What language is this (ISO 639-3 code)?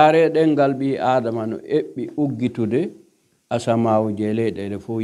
fuf